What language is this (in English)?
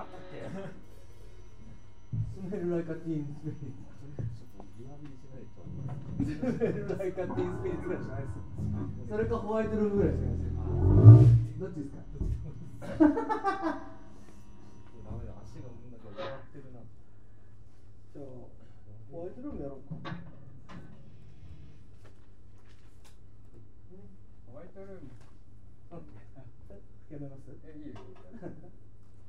Japanese